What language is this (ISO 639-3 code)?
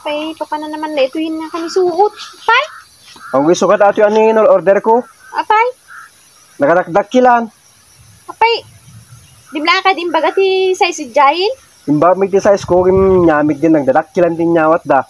ilo